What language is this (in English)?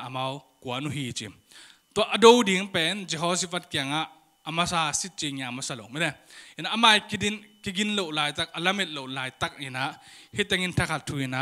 Tedim Chin